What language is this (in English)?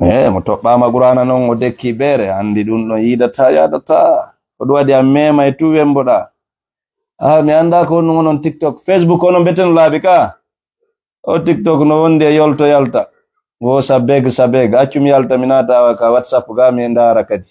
Fula